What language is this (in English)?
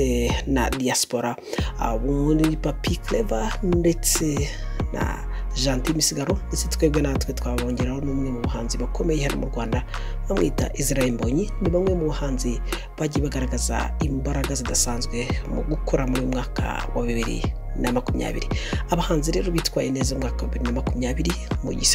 Kinyarwanda